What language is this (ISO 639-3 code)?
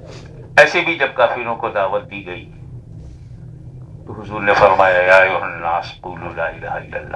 urd